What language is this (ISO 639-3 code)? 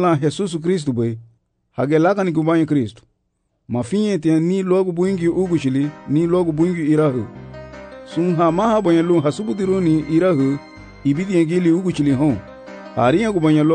cab